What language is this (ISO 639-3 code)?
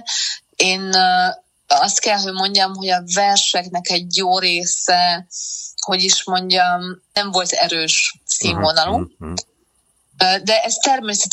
hun